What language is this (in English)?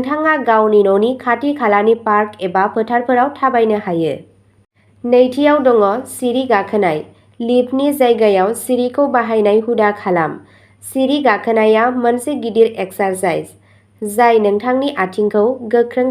Bodo